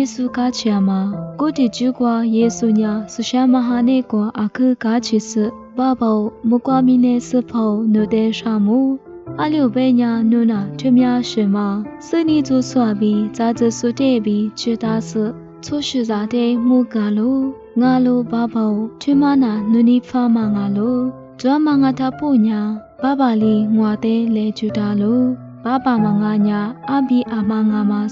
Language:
Lisu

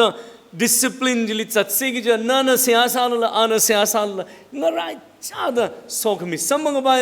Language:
Tangkhul Naga (India)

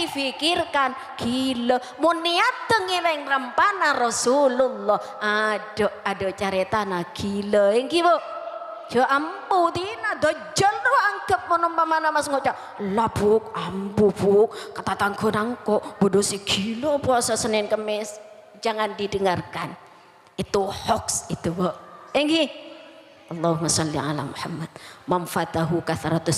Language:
Madurese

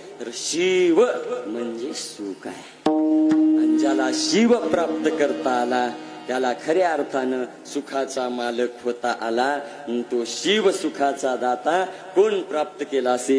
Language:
Marathi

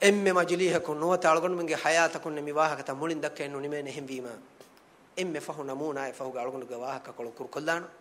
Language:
Divehi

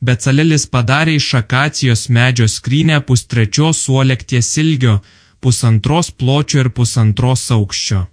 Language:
Lithuanian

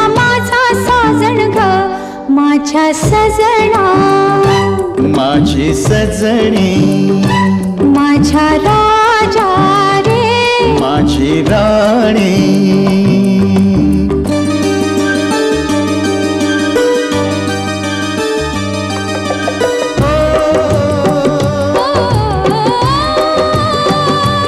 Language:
Marathi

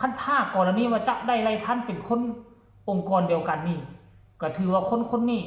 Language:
Northeastern Thai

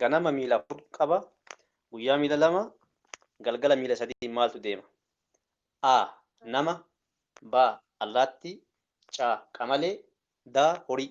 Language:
Oromo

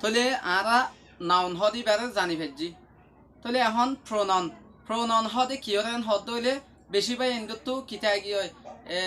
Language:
Rohingya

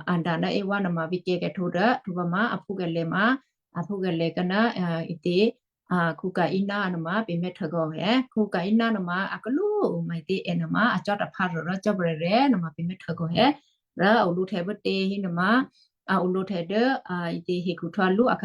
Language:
Western Kayah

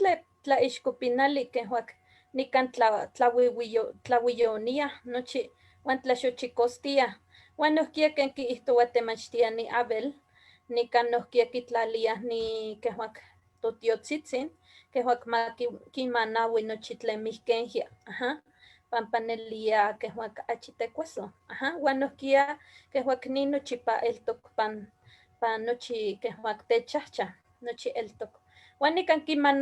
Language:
Eastern Huasteca Nahuatl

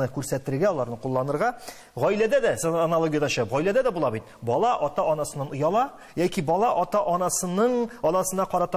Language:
Tatar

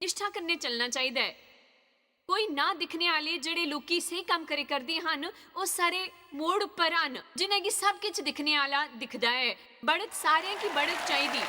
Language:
Dogri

